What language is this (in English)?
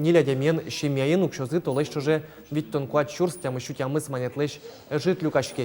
Udmurt